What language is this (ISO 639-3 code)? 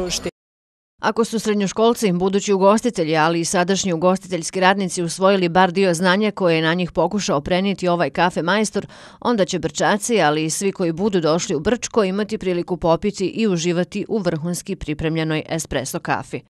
bos